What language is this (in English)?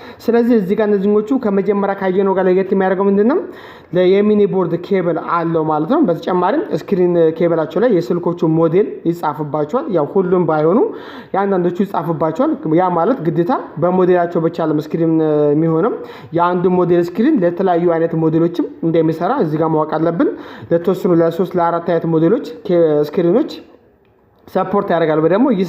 Amharic